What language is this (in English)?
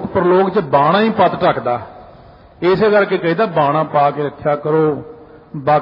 Punjabi